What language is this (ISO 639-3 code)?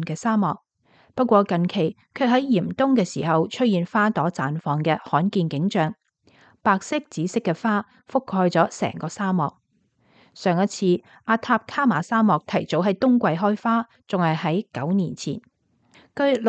yue